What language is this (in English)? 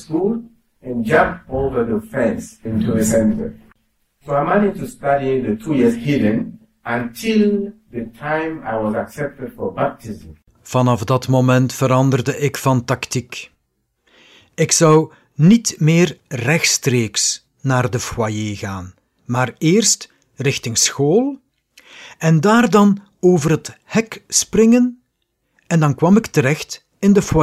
Dutch